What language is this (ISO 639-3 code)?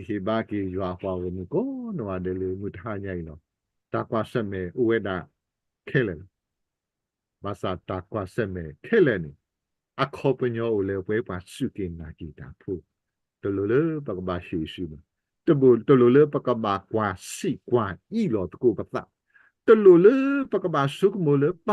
ksw